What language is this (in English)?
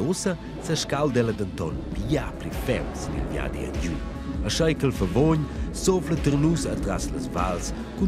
Romansh